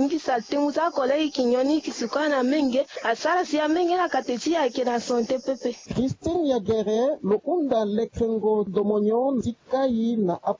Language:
Sango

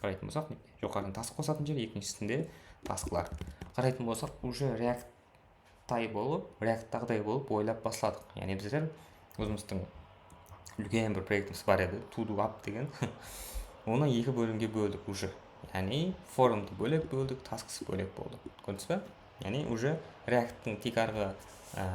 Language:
Kara-Kalpak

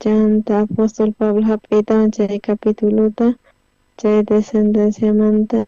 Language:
South Bolivian Quechua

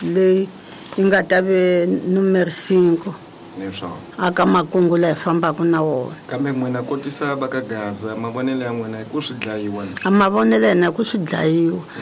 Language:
Tsonga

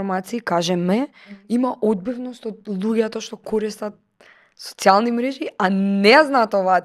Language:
Macedonian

